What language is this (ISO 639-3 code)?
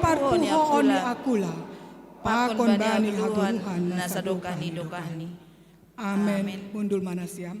bts